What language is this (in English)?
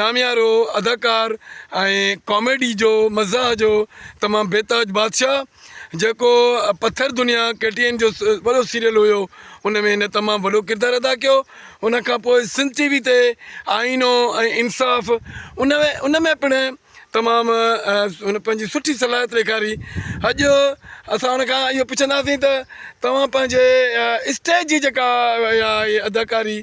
Sindhi